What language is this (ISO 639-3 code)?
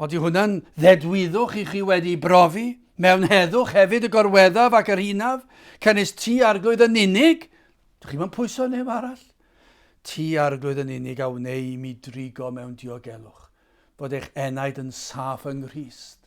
cym